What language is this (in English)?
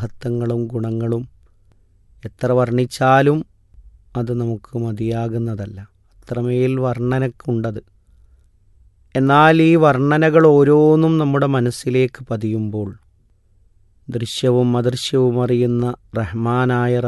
Malayalam